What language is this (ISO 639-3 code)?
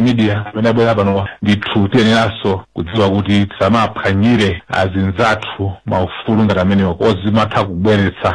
nya